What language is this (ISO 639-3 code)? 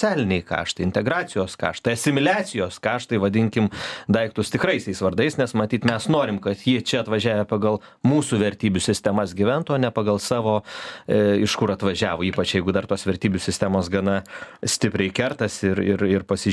lit